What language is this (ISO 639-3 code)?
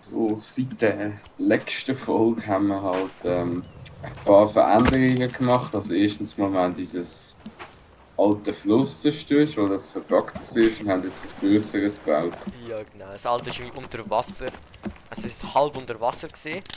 gsw